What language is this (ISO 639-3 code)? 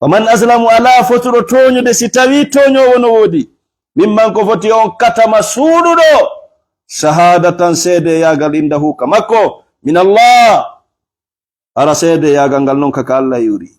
ful